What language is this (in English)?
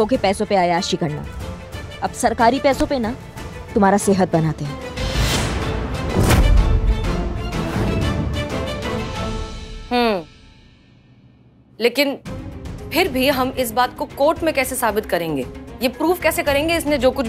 Hindi